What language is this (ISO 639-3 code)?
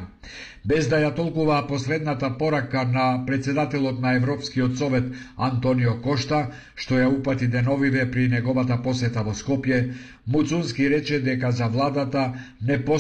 mkd